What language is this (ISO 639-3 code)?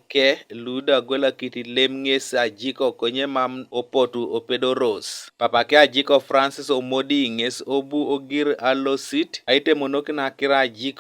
teo